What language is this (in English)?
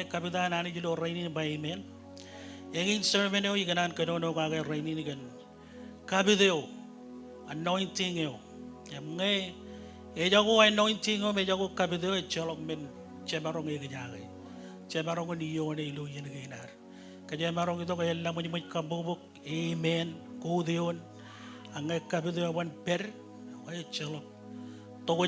Marshallese